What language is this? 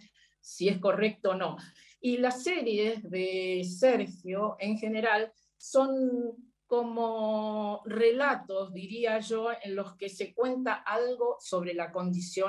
Spanish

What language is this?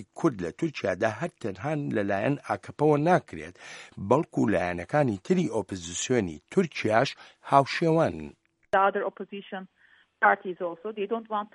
Central Kurdish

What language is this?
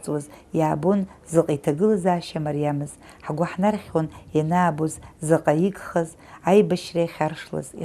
Abkhazian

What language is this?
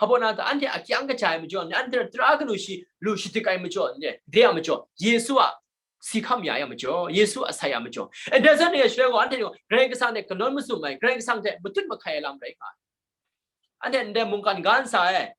Kachin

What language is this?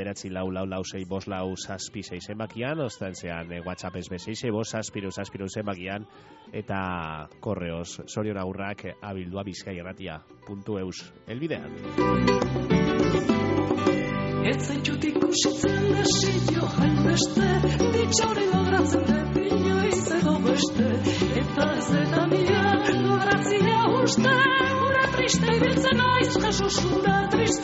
Basque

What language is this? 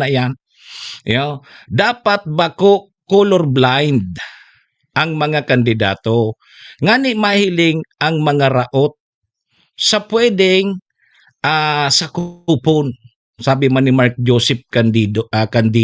Bikol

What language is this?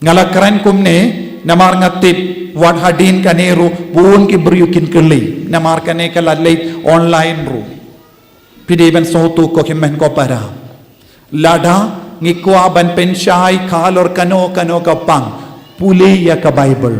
Khasi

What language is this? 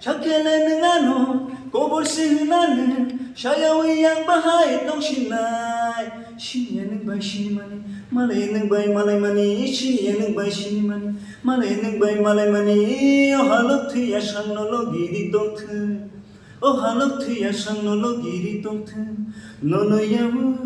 Kok Borok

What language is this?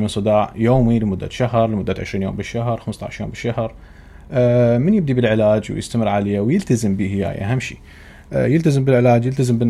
Mesopotamian Arabic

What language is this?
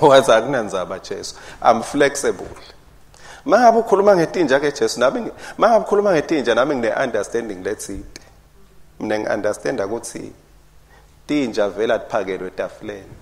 Swati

